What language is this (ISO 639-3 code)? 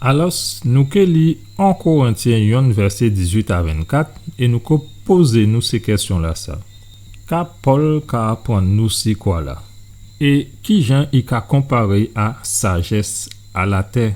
gcf